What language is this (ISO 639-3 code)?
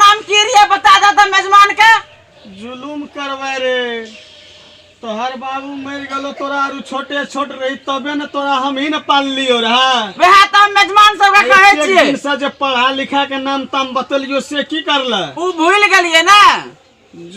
mai